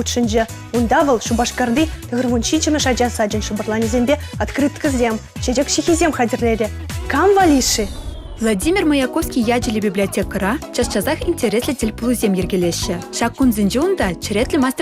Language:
Chuvash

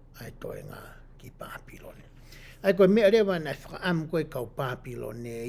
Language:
Tongan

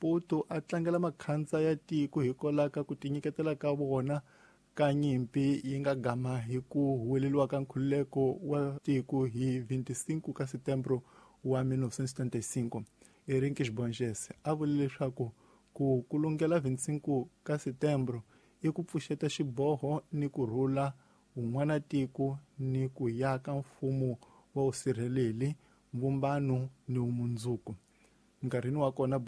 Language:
Tsonga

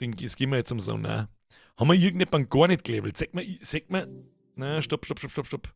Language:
Bavarian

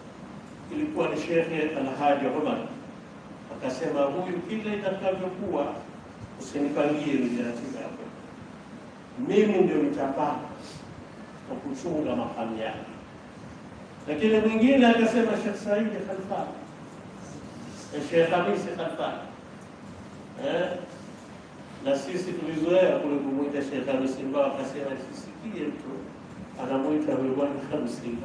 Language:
Swahili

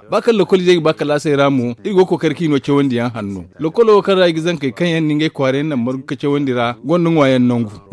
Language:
Zarma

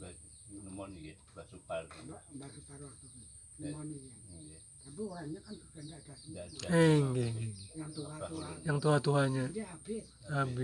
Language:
Banjar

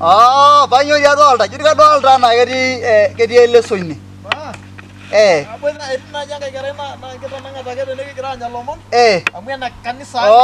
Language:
Masai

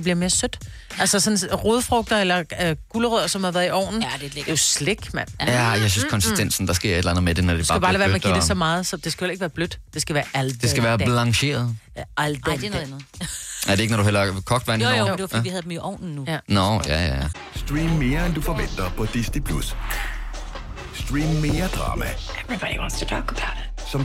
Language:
Danish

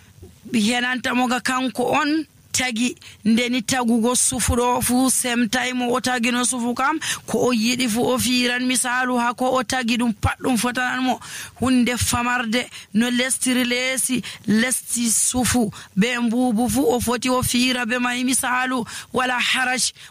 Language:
Nigerian Fulfulde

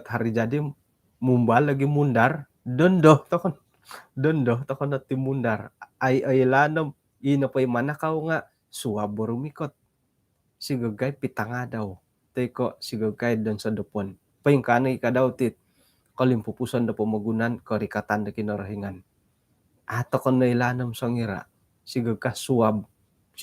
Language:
Central Dusun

